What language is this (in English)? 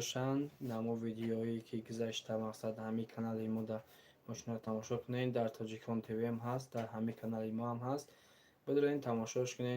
Tajik